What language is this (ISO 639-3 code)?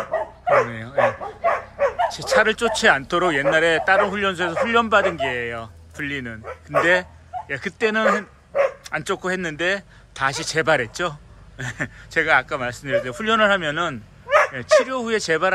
kor